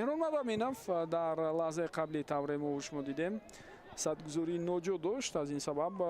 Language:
Tajik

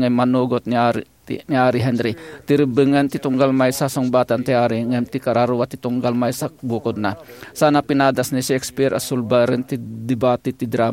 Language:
Iloko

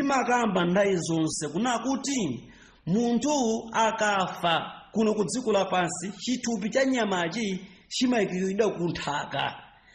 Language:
Nyanja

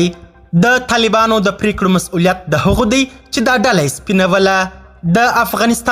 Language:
Pashto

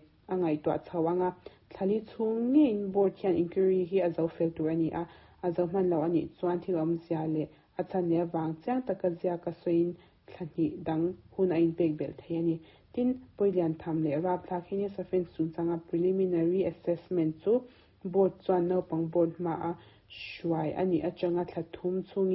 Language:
Mizo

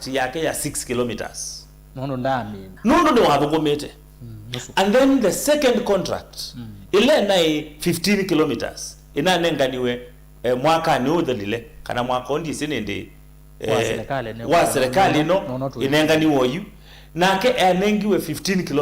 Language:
Kamba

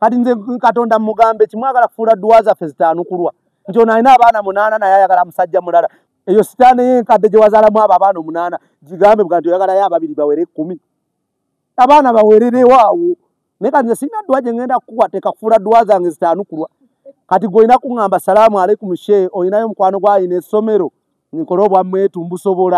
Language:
Ganda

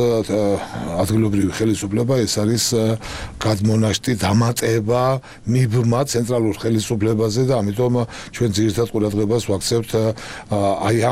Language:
Georgian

